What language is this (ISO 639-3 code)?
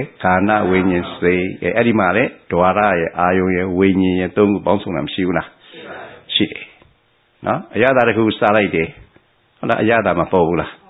mya